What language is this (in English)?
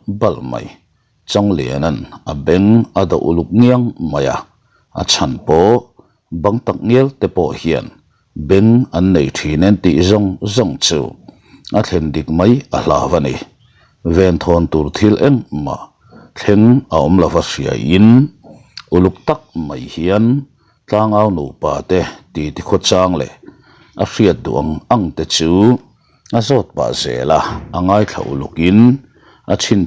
Mizo